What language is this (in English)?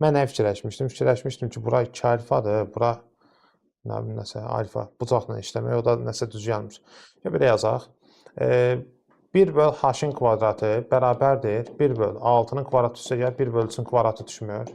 Azerbaijani